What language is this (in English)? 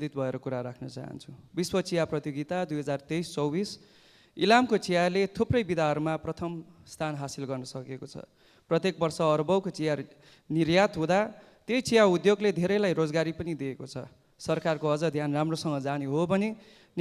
Nepali